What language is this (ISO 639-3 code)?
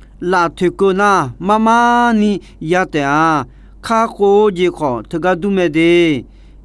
ahk